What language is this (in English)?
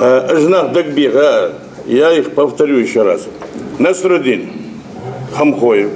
Ingush